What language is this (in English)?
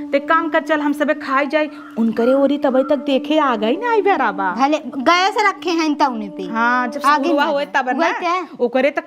Awadhi